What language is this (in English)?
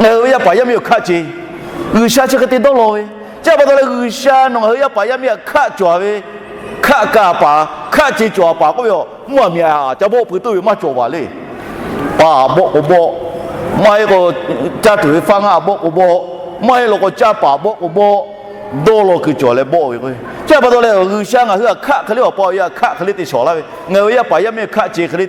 Lahu